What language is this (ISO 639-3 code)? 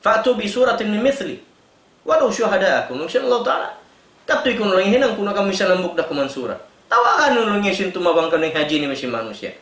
tsg